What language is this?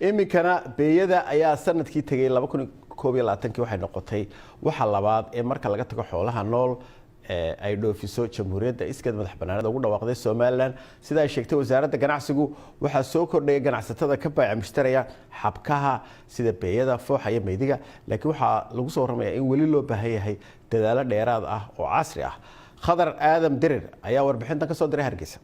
Somali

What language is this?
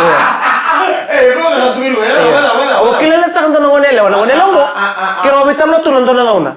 Fijian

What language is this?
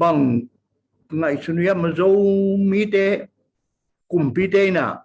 Tedim Chin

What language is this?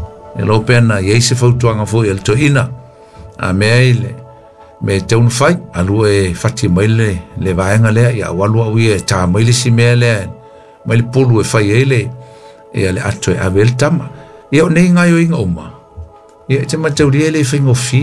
Samoan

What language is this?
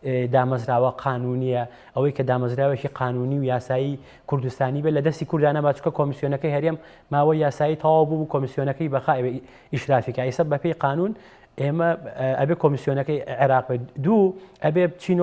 Central Kurdish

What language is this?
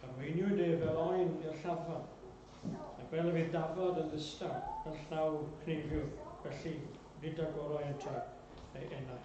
Welsh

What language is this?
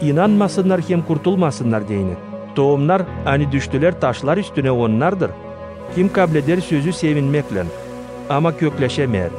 Gagauz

